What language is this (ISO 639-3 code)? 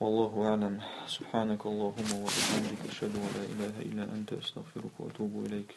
che